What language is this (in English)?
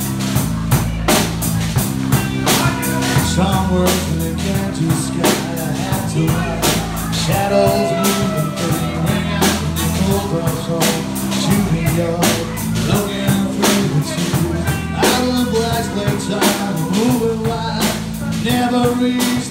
English